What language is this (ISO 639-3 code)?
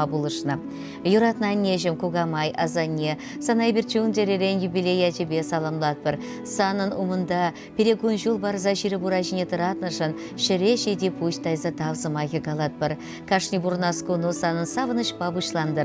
chv